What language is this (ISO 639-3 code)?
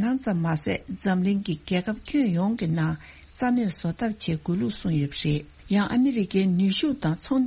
bod